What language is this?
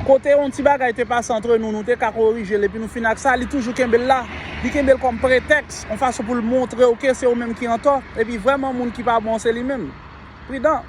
Haitian Creole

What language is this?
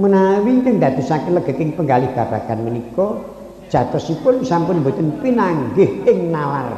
Javanese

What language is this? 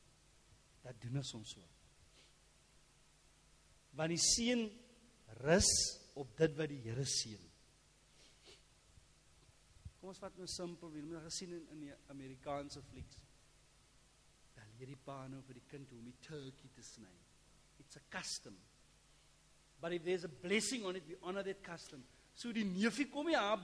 Afrikaans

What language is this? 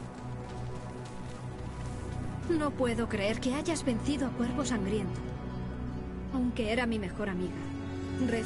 Spanish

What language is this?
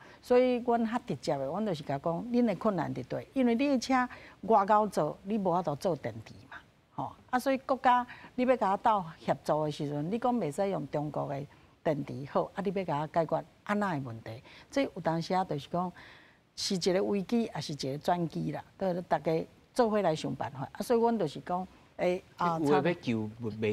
Min Nan Chinese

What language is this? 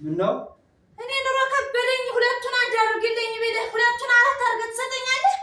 Amharic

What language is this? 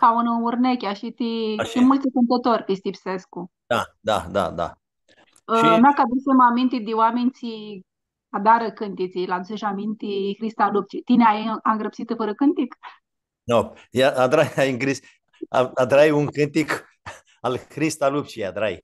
Aromanian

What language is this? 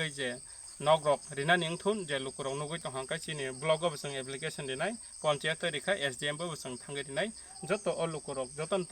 Kok Borok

